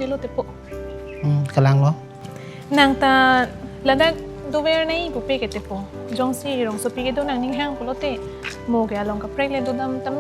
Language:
Karbi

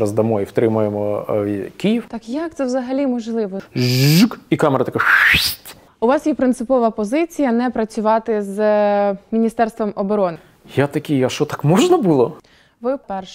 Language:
Ukrainian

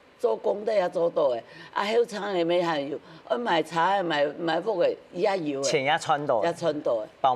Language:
Hakka Chinese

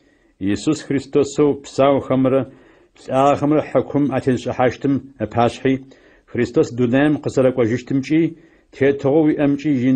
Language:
Adyghe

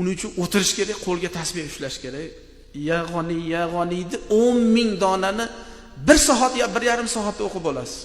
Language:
Uzbek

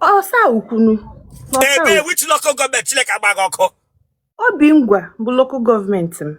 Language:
Igbo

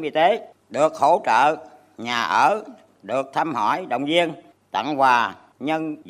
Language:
Vietnamese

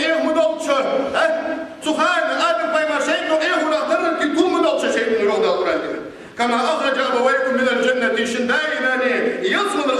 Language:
Ingush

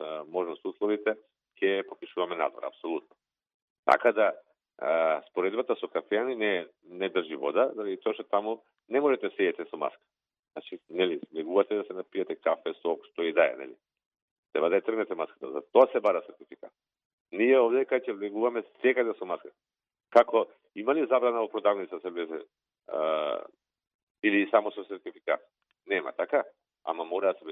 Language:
Macedonian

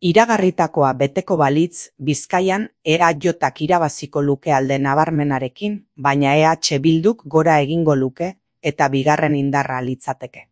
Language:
Basque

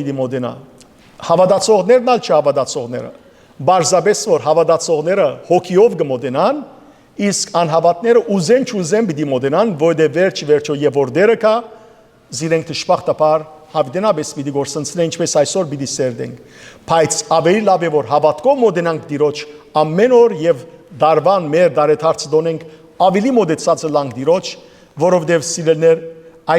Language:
Western Armenian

